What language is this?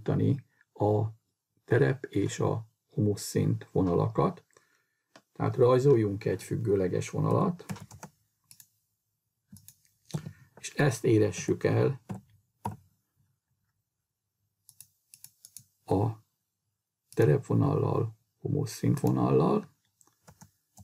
Hungarian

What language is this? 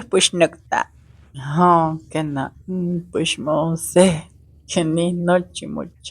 Isthmus-Mecayapan Nahuatl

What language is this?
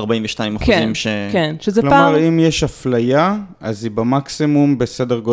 Hebrew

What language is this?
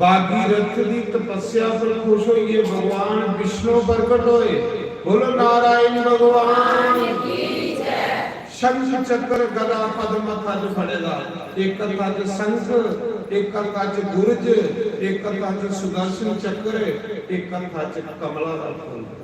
Dogri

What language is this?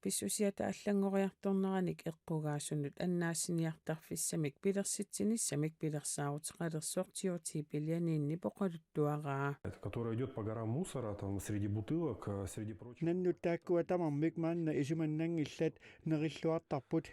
Kalaallisut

